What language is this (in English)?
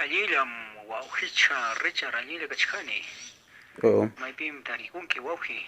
Quechua